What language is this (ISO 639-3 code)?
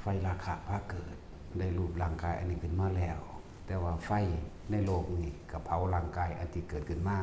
tts